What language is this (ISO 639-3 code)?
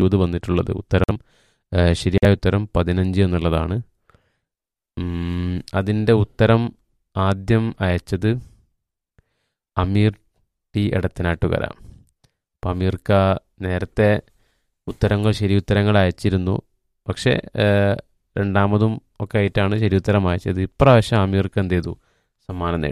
mal